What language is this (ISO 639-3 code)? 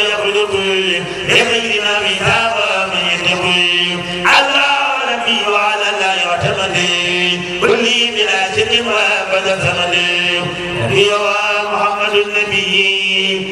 ara